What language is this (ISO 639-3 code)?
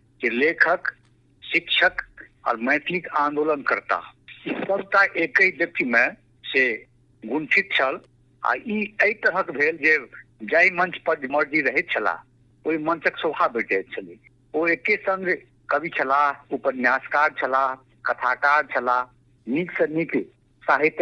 mai